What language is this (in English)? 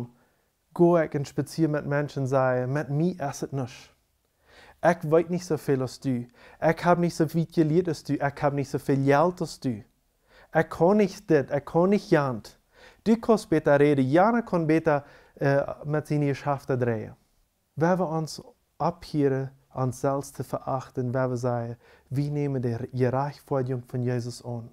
Plautdietsch